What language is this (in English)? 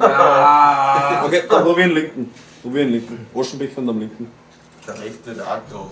Bavarian